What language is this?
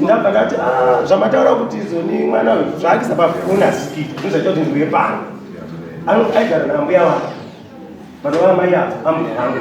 Shona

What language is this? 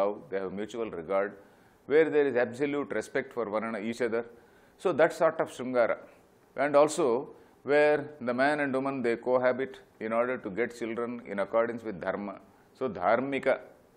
English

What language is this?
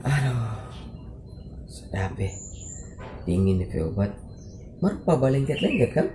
Manado Malay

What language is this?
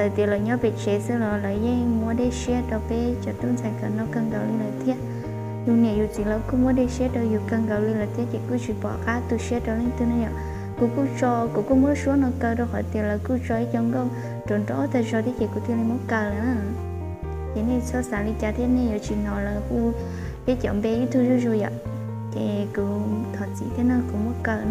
Hmong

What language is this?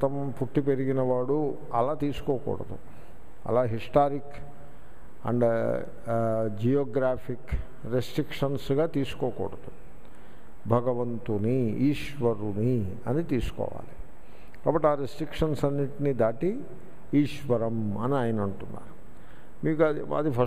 Telugu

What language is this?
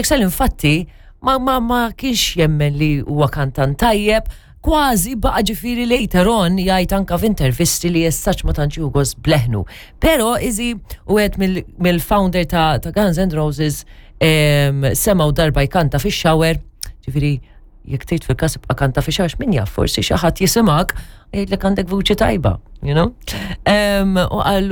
Maltese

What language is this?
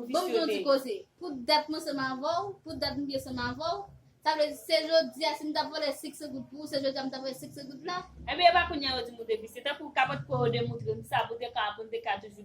Haitian Creole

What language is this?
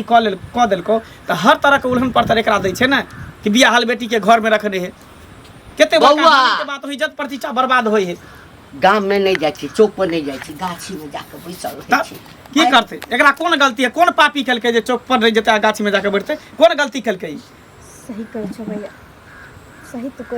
Maithili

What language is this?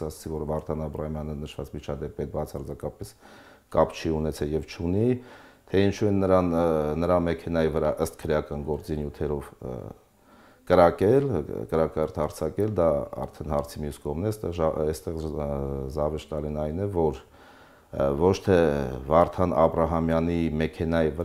Armenian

